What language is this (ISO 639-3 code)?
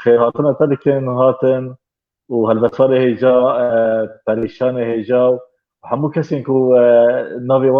kur